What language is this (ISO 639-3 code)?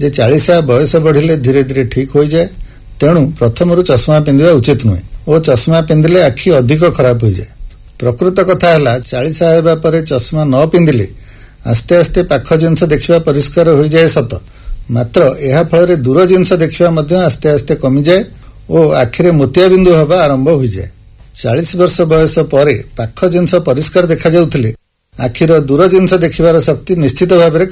ori